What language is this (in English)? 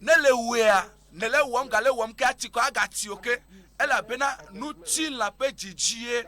Ewe